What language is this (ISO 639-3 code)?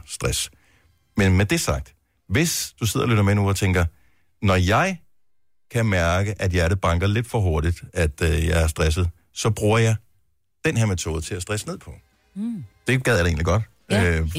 dan